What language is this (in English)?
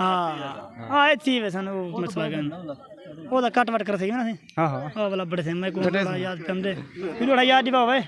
Saraiki